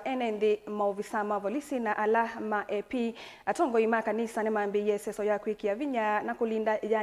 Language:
Kamba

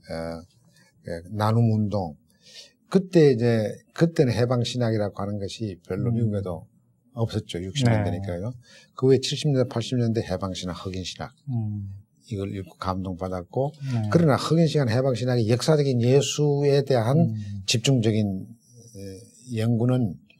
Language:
Korean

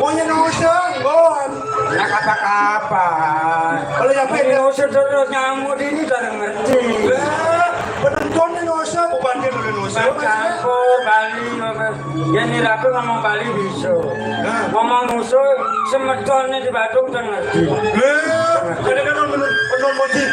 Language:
Balinese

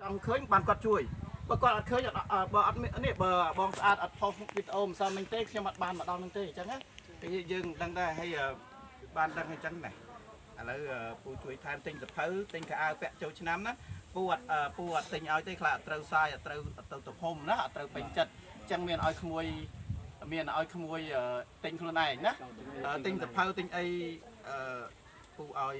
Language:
Khmer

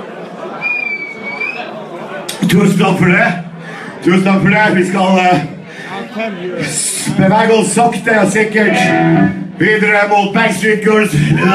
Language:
Norwegian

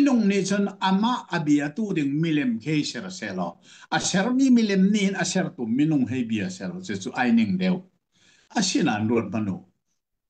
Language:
Hakha Chin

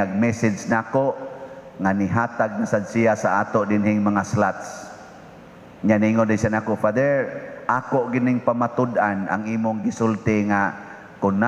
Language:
Cebuano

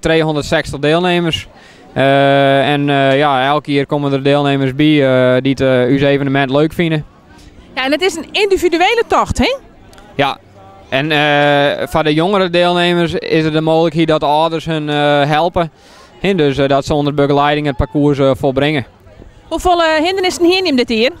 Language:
Western Frisian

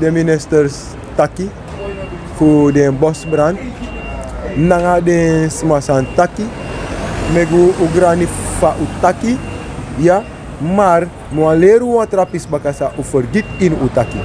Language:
Sranan Tongo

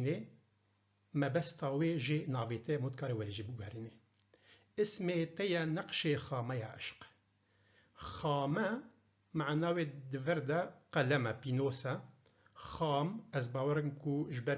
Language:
Kurdish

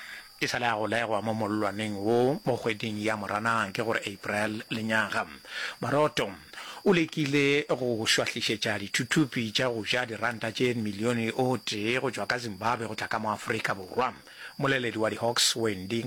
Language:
Northern Sotho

